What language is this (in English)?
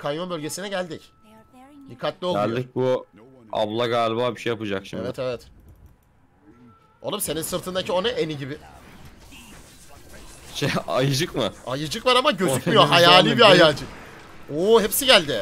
Turkish